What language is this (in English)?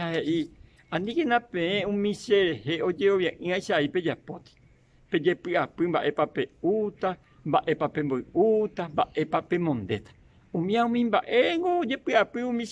Guarani